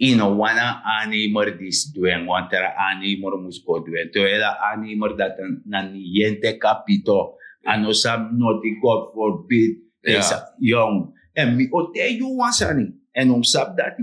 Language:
Sranan Tongo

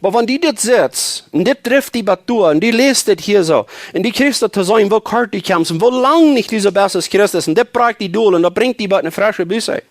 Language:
Plautdietsch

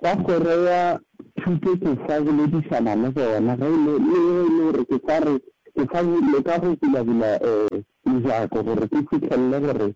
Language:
Northern Sotho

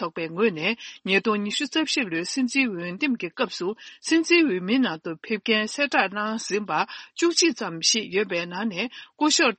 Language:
Tibetan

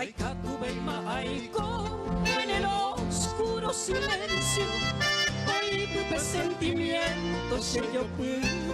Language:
Guarani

